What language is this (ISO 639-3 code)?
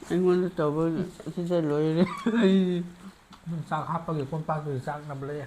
mni